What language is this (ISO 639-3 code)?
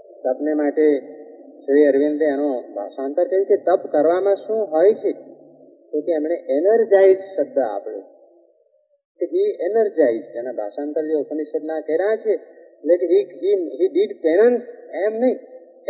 guj